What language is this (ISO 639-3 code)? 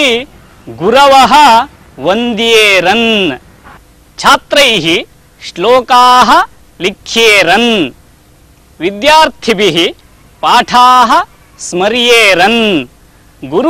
san